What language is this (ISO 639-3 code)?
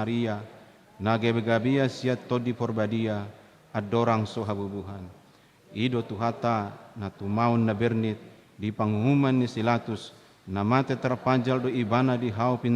bbc